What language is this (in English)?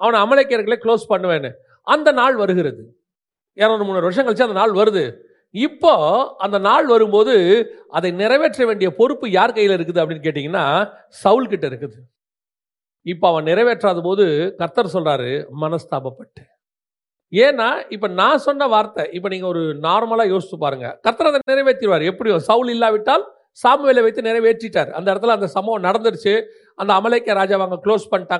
Tamil